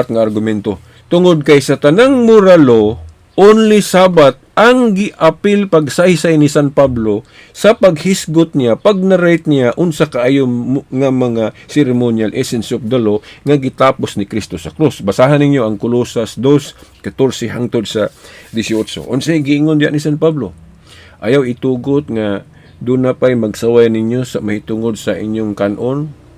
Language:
Cebuano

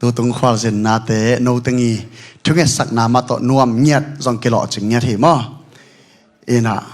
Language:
Tedim Chin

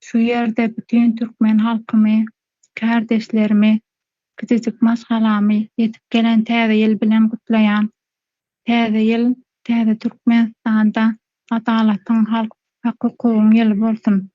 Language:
Turkmen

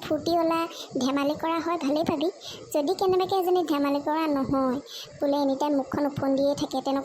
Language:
Assamese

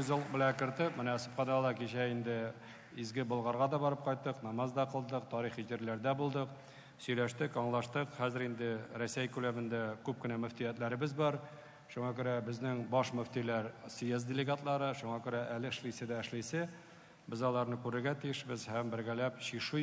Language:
Tatar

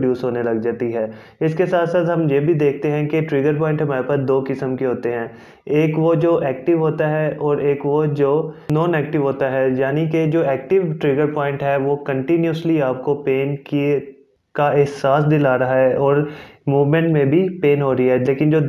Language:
Hindi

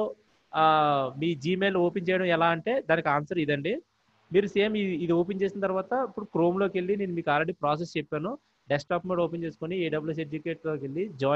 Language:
Telugu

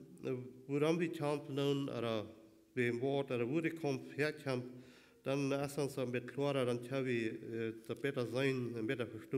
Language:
Plautdietsch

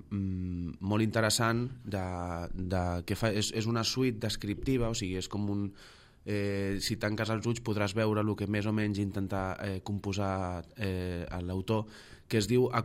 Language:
Catalan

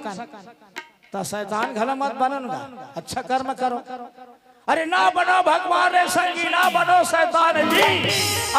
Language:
Chhattisgarhi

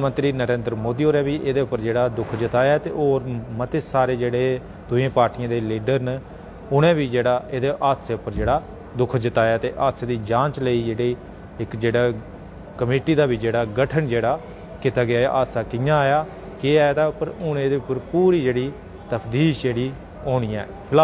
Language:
Dogri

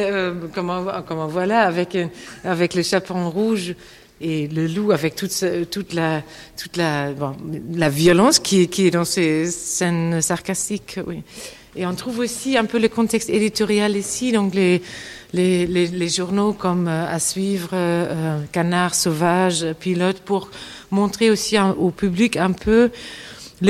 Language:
French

